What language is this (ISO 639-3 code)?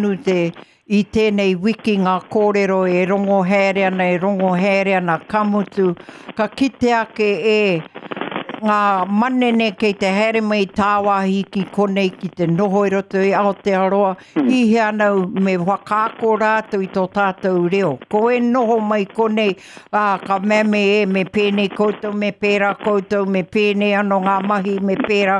mri